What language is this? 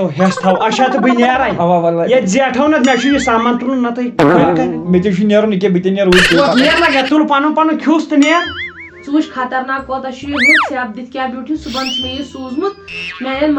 Kashmiri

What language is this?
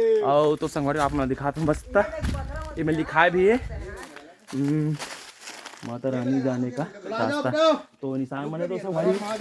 Chhattisgarhi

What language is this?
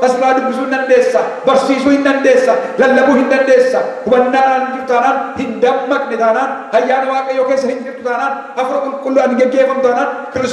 Oromo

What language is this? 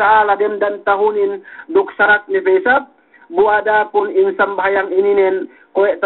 Yakan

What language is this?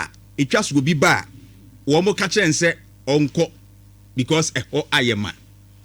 Akan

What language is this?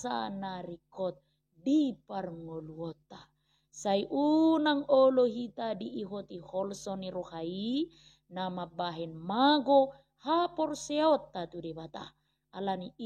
Batak Toba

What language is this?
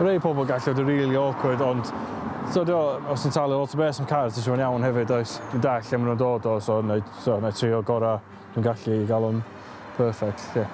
Welsh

